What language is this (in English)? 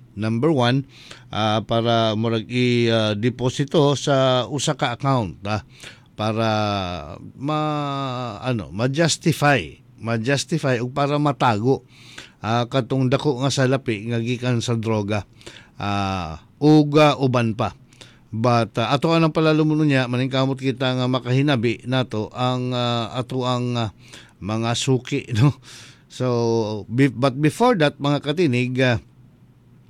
Cebuano